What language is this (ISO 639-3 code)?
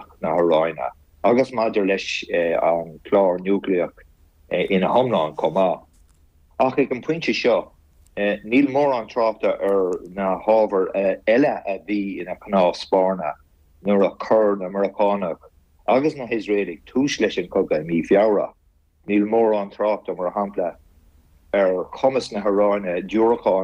gle